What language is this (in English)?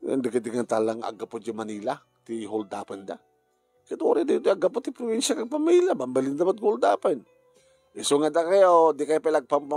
Iloko